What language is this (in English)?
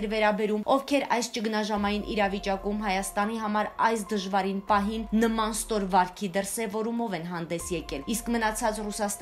Armenian